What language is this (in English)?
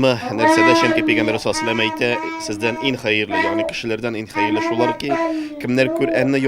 Tatar